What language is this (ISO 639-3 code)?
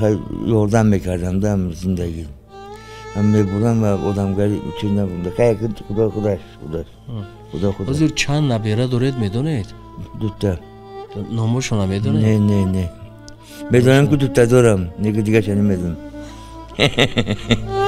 tgk